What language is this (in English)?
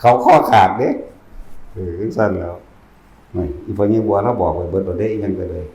Northeastern Thai